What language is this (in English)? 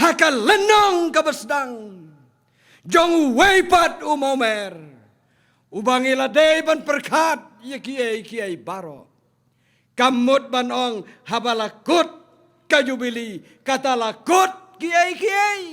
Khasi